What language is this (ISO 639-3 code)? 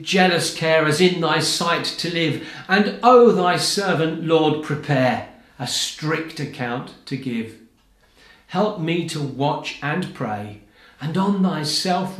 eng